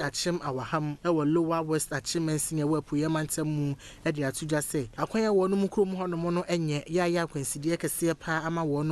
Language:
Akan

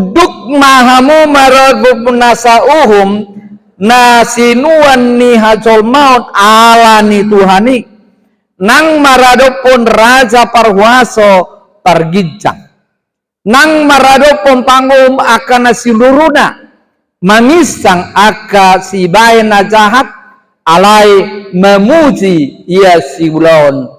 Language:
Batak Toba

